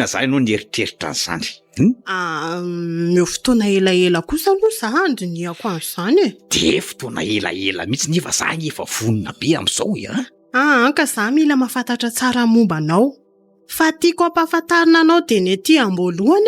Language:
Malagasy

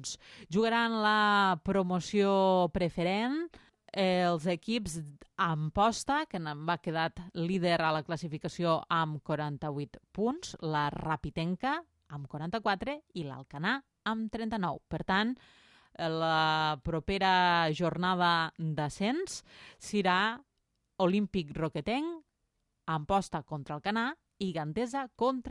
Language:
Catalan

